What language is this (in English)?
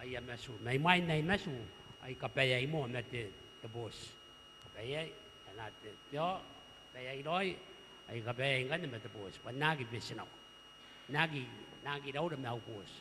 Gilbertese